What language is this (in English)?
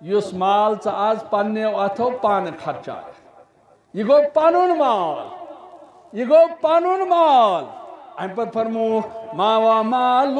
Kashmiri